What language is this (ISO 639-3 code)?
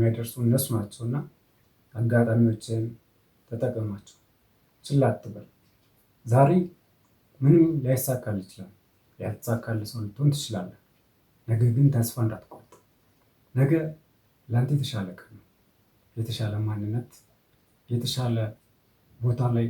amh